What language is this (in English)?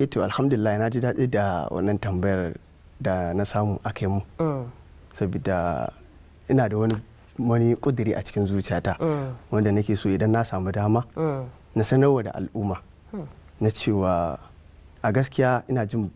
Hausa